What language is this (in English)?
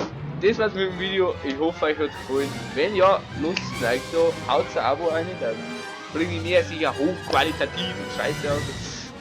Bavarian